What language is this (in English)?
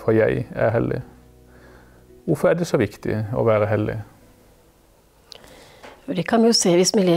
Norwegian